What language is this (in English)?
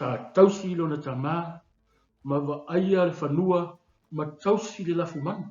Samoan